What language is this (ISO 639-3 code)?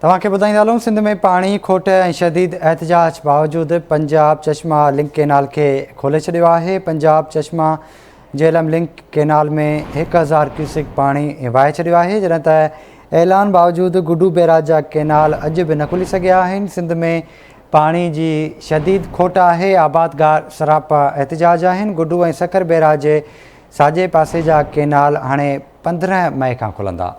snd